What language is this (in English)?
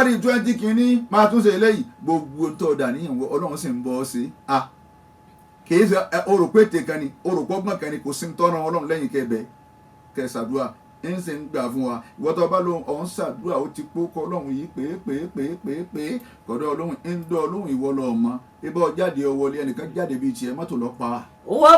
Yoruba